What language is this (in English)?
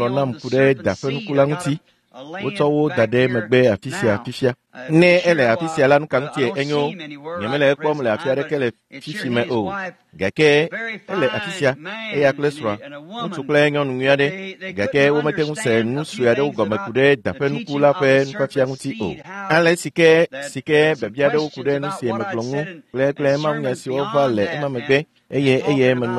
Ewe